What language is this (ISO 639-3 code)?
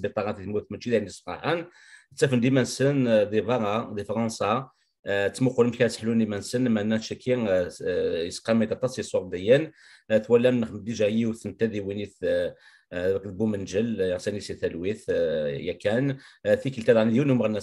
kab